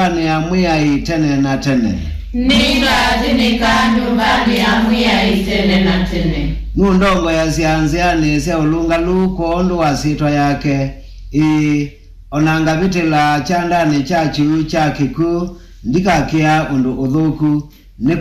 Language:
Kamba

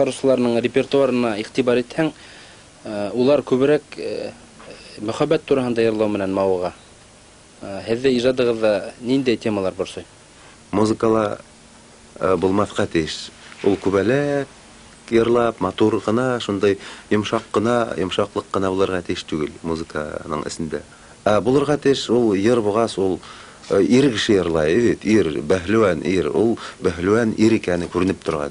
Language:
Bashkir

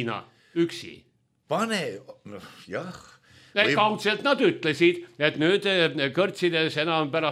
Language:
Estonian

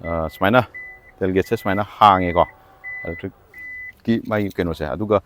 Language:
Manipuri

